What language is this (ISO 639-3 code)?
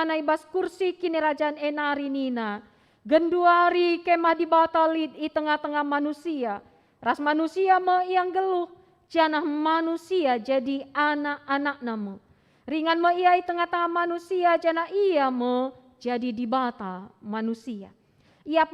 btx